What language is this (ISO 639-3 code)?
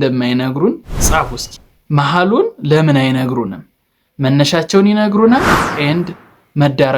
amh